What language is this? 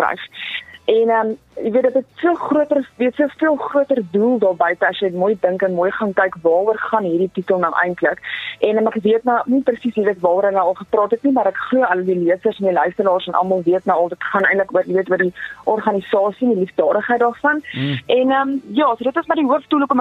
Afrikaans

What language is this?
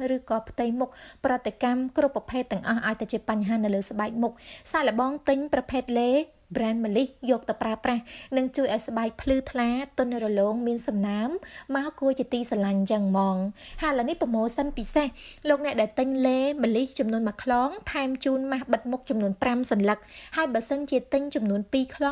Khmer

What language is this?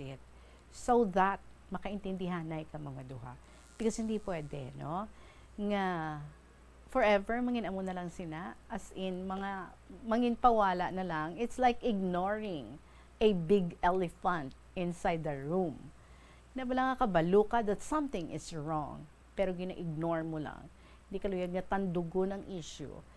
Hiligaynon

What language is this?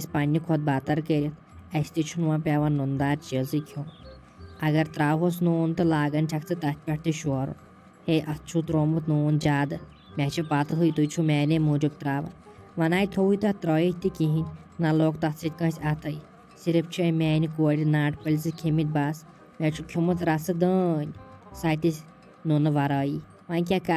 Kashmiri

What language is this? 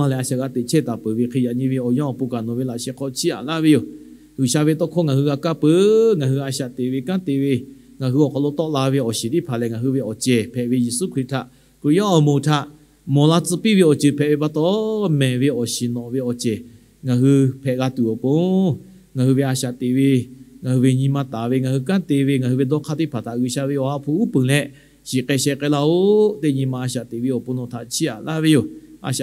Lahu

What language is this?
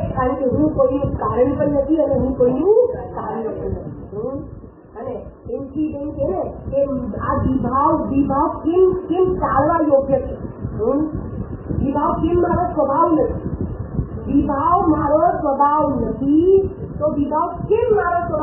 Gujarati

